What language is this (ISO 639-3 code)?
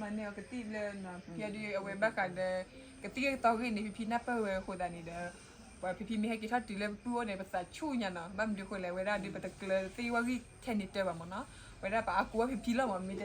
ksw